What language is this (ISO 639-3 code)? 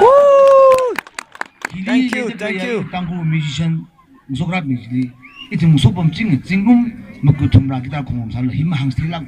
nmf